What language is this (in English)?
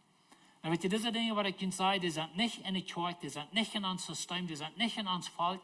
Plautdietsch